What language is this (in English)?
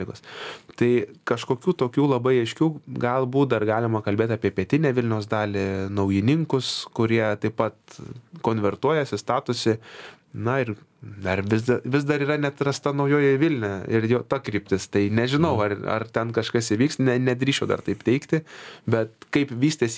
Lithuanian